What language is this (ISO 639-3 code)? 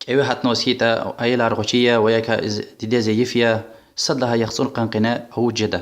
lez